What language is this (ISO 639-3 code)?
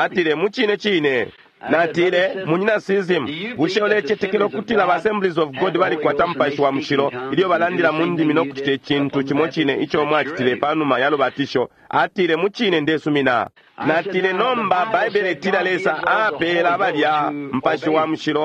bem